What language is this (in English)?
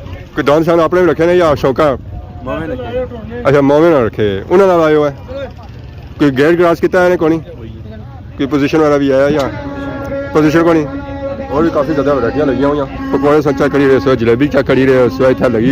Pahari-Potwari